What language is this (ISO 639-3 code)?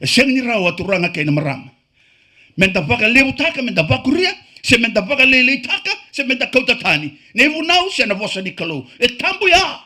fij